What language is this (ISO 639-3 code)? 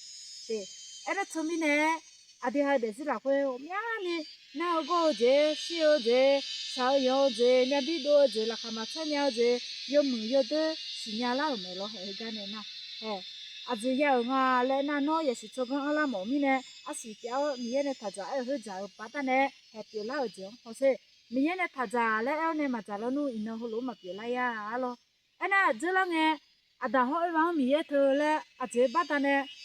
ahk